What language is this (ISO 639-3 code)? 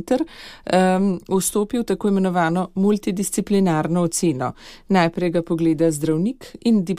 slv